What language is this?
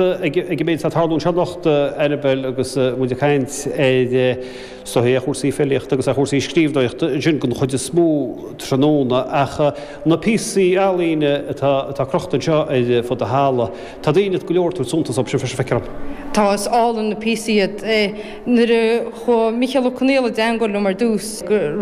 Irish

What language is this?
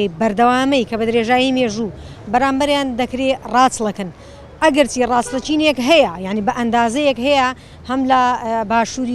Central Kurdish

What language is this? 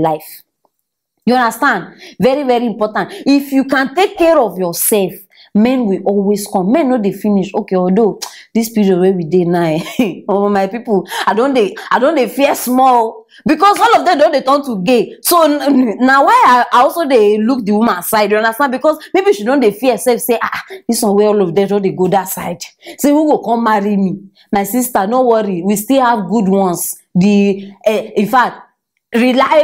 Nigerian Pidgin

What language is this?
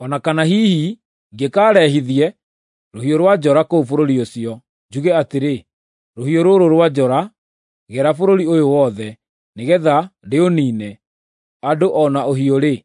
Kikuyu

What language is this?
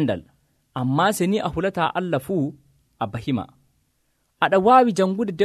Nigerian Fulfulde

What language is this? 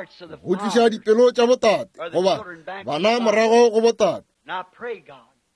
Northern Sotho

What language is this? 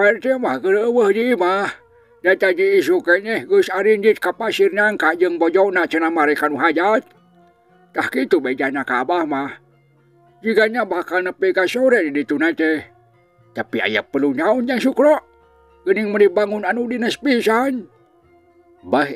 Sundanese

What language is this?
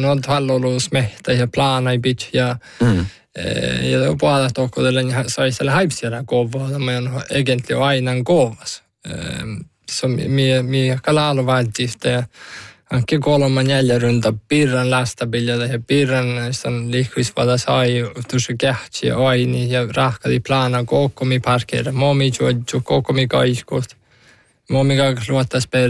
Northern Sami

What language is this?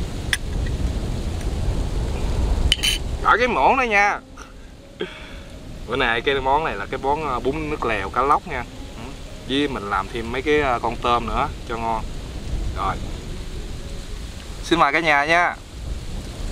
Vietnamese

